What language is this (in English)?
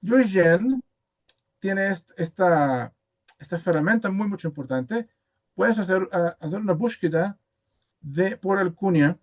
Ladino